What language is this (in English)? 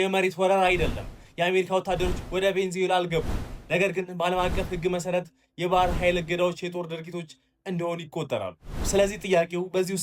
Amharic